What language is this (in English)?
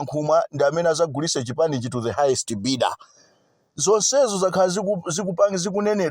Nyanja